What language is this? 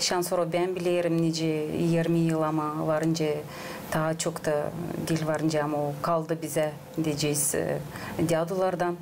Gagauz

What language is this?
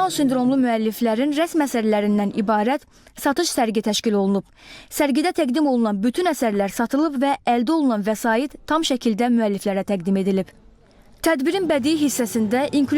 Azerbaijani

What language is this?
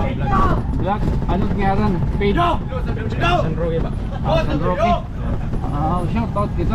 Waray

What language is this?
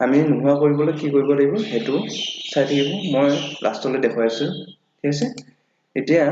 Assamese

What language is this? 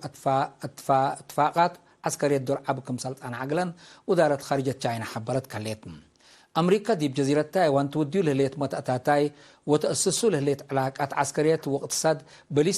Tigre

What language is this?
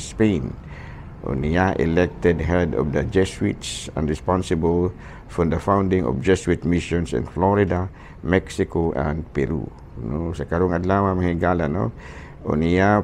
Cebuano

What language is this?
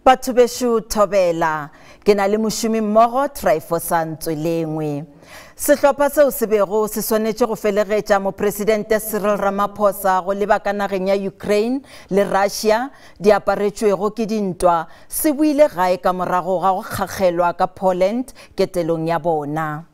Northern Sotho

